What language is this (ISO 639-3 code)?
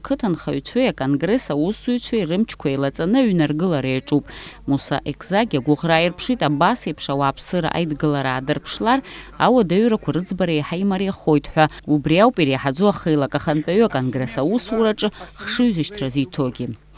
abk